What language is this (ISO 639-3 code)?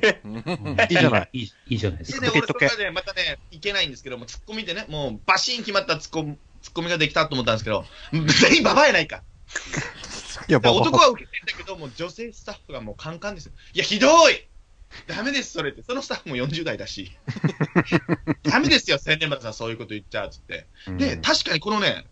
jpn